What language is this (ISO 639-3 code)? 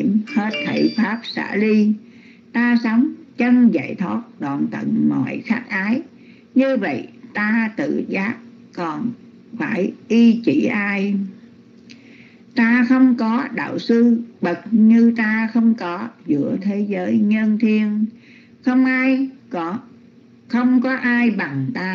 vie